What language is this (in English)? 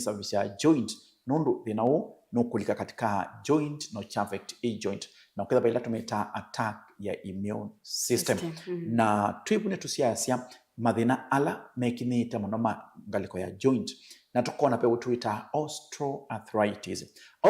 Kamba